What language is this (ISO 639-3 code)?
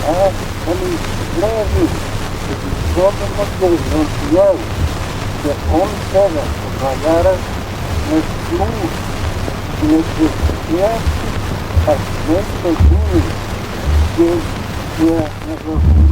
glv